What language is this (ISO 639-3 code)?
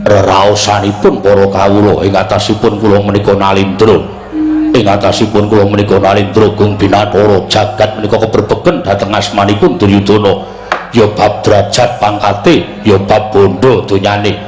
jav